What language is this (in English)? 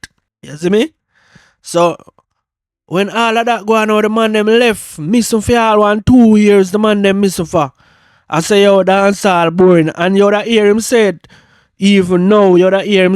Jamaican Creole English